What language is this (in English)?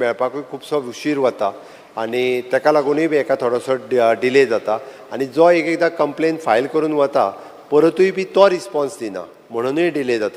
Konkani